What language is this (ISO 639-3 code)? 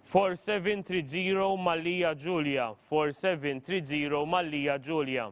eng